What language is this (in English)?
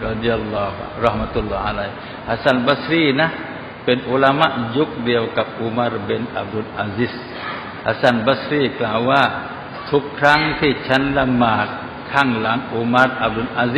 Thai